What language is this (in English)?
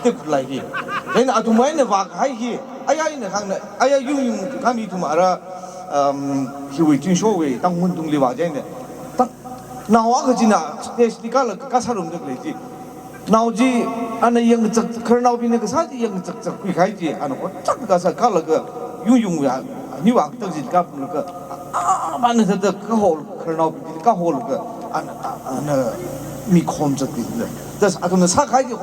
Tangkhul Naga (India)